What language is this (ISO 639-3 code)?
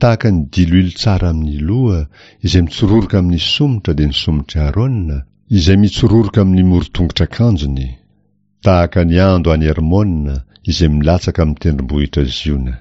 mlg